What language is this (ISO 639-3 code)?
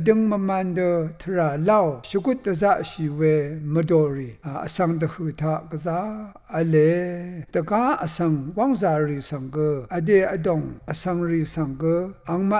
raw